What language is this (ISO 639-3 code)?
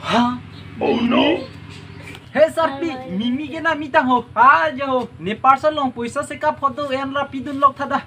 mjw